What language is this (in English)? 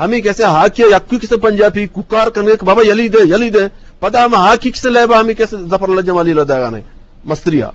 Eastern Balochi